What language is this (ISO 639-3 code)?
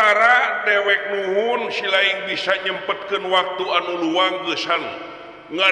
sun